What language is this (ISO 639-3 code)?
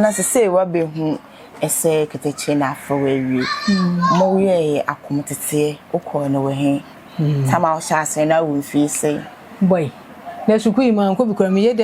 aka